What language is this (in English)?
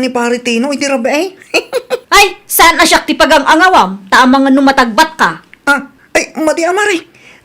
Iloko